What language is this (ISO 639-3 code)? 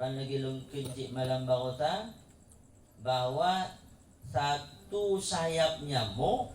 ace